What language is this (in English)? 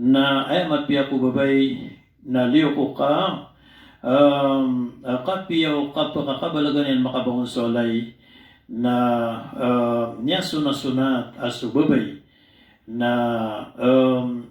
Maranao